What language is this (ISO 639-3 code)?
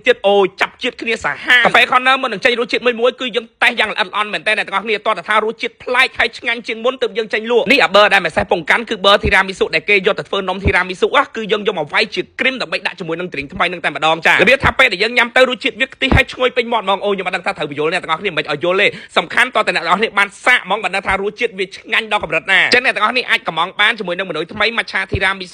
khm